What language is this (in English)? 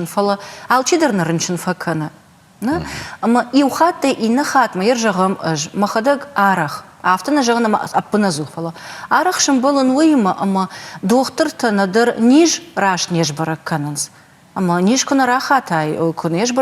Ossetic